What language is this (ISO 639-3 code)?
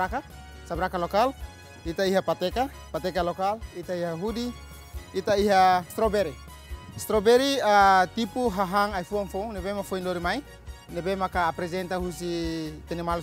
tet